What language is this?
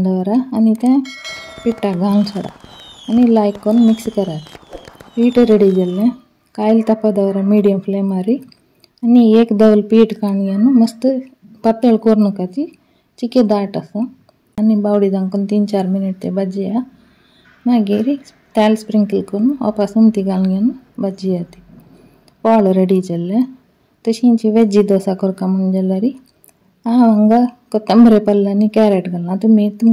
Konkani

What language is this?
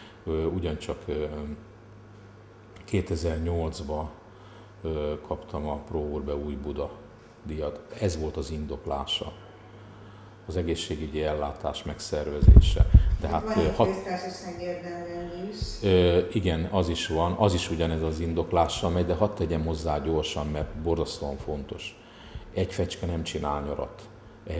Hungarian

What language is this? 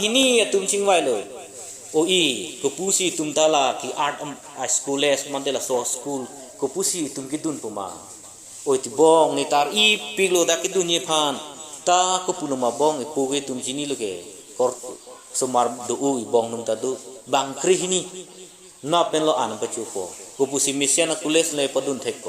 Karbi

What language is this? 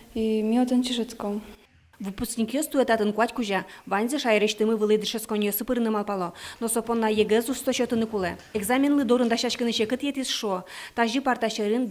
Udmurt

